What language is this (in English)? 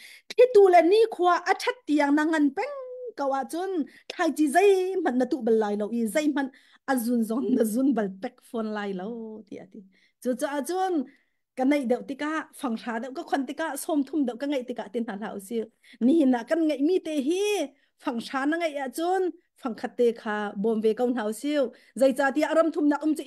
Hakha Chin